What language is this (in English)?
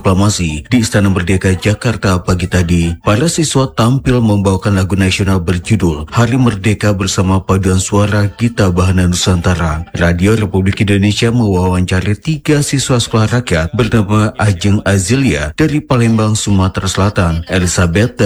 Indonesian